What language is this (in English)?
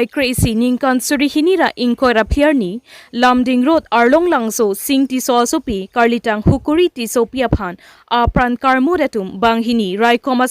Karbi